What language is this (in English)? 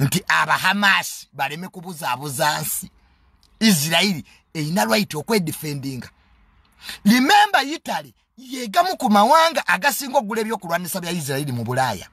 Ganda